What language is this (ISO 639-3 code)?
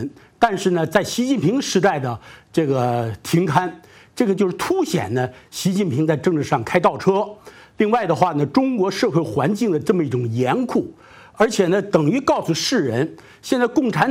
zho